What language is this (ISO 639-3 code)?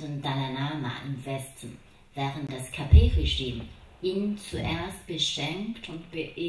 deu